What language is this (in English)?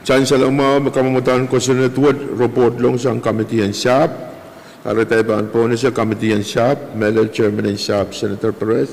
Pohnpeian